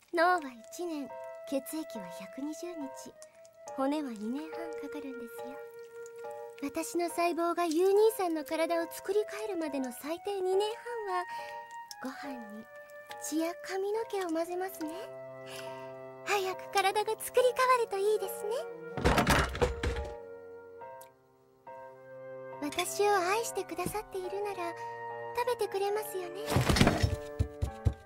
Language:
Japanese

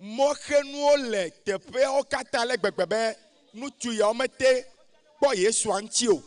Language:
Ewe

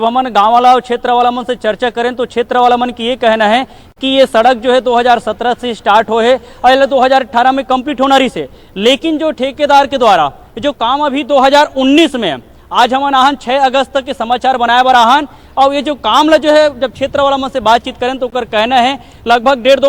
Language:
Chhattisgarhi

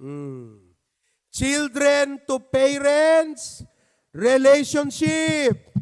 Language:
Iloko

